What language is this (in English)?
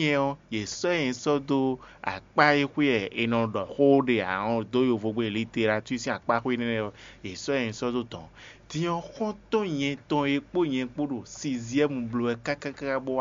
Fon